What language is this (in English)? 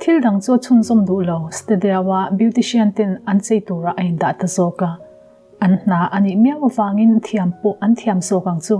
Mizo